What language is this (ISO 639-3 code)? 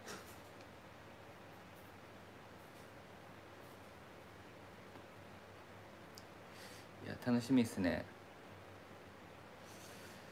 jpn